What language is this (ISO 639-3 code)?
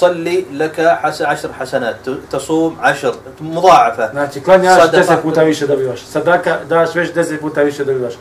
bos